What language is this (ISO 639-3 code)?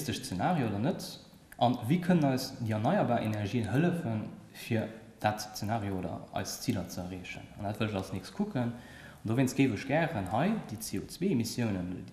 ltz